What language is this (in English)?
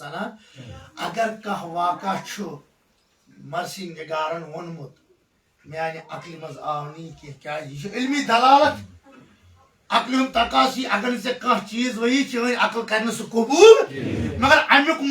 Kashmiri